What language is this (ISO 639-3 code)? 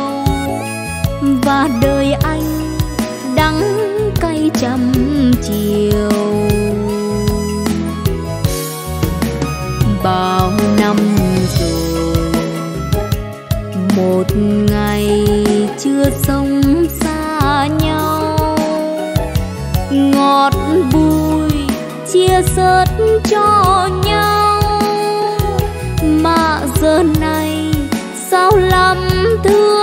vie